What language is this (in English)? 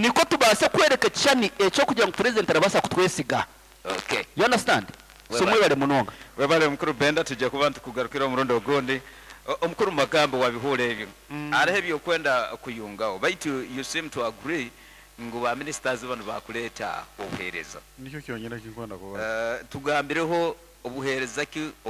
Nyankole